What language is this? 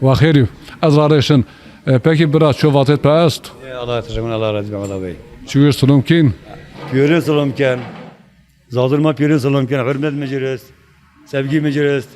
Zaza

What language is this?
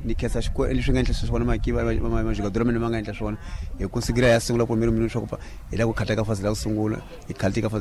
Tsonga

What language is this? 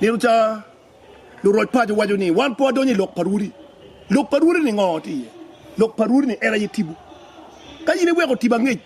Acoli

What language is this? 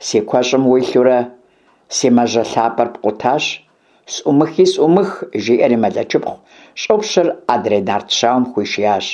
Kabardian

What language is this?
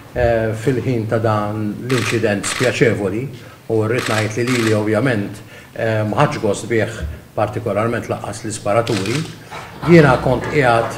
Maltese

